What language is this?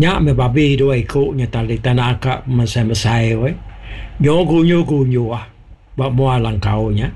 Iban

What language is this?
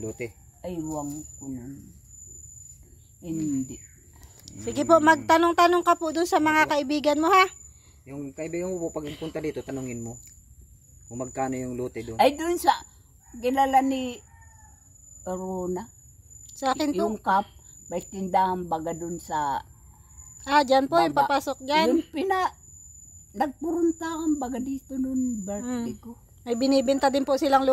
Filipino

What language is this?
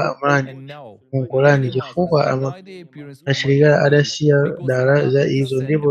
Nyanja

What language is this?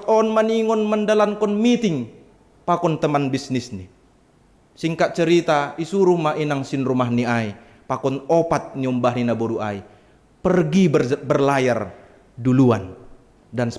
Batak Simalungun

